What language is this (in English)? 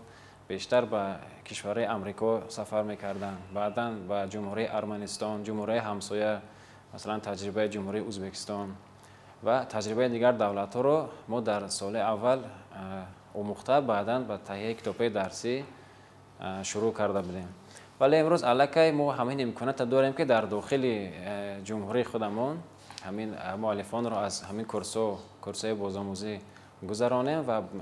Tajik